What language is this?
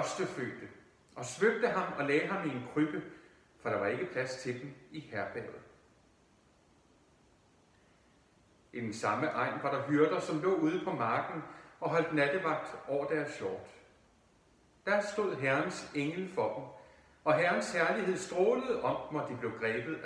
Danish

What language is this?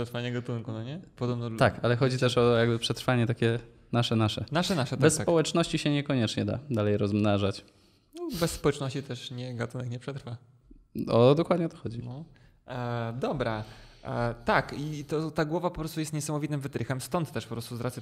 Polish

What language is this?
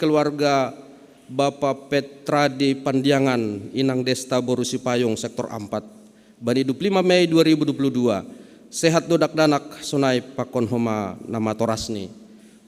Batak Simalungun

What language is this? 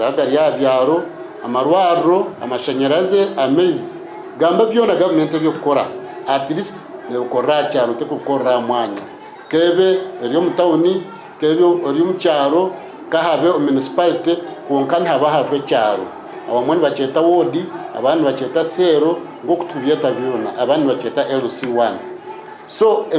Nyankole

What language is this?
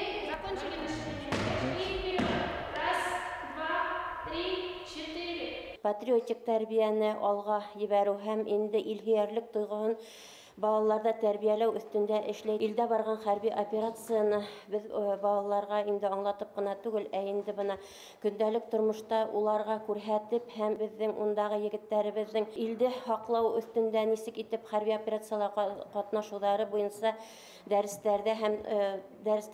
Bashkir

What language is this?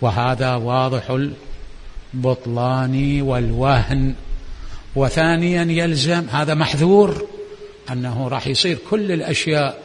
Mesopotamian Arabic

